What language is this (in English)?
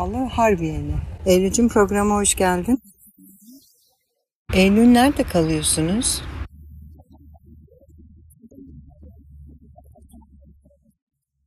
Turkish